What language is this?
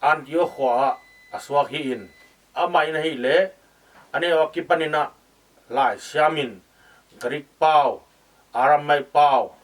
Tedim Chin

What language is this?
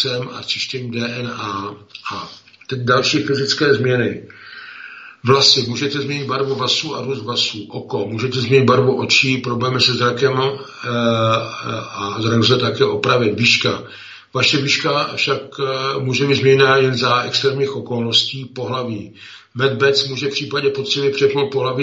Czech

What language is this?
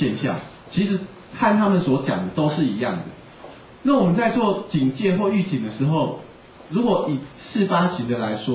Chinese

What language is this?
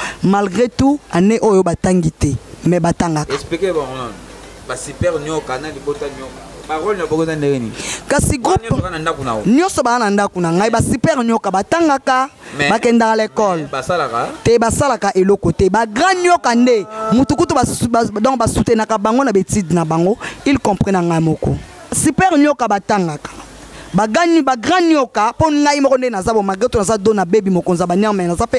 Lingala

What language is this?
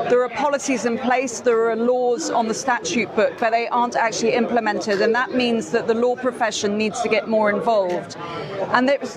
English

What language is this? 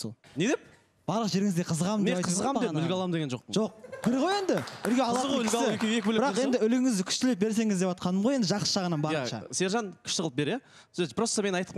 Kazakh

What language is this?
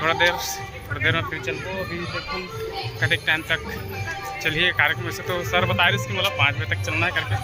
Chhattisgarhi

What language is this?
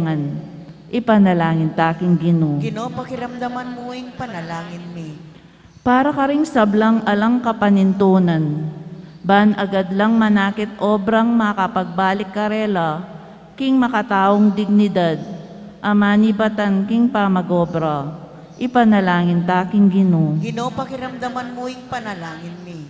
Pampanga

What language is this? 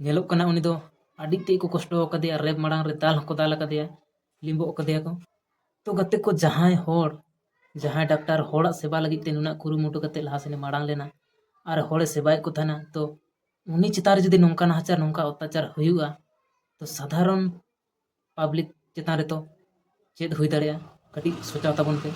Santali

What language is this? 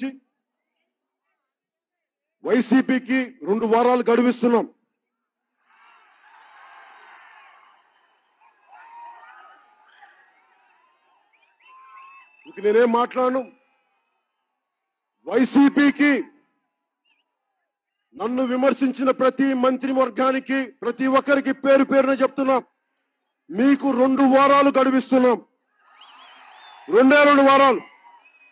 Telugu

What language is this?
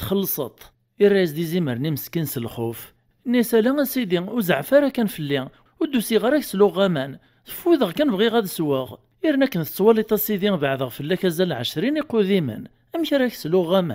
Kabyle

